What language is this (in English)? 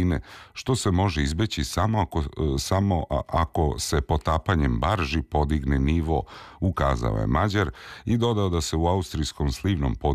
Serbian